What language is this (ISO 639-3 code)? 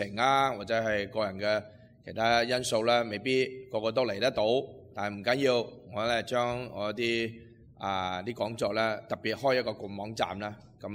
yue